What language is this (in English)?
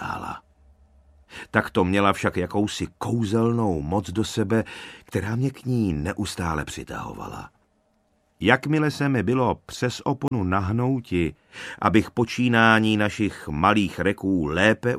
Czech